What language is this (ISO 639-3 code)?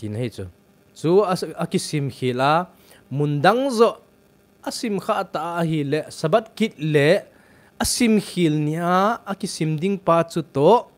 tcz